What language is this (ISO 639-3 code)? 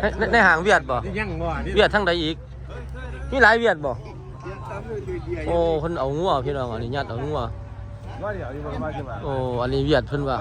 lao